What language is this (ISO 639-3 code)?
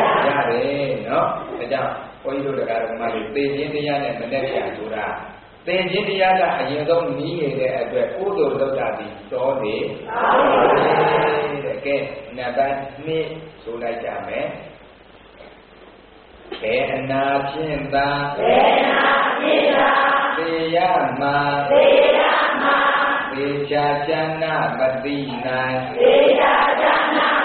mya